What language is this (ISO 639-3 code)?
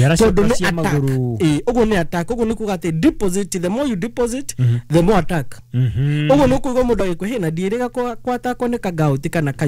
kik